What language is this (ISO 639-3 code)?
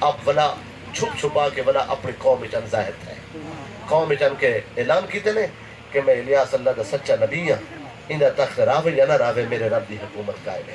skr